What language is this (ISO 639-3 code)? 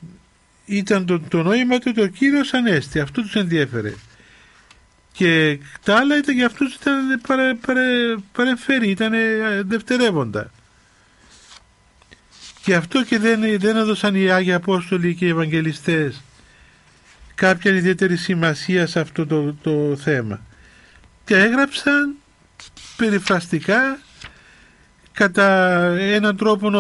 ell